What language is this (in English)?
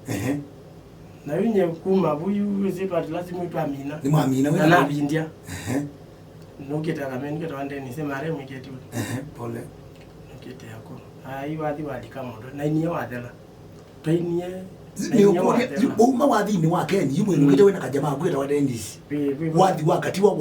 Kamba